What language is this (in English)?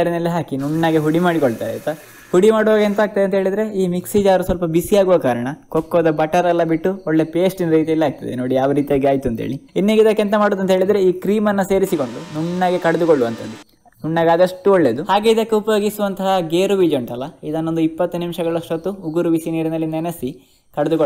Kannada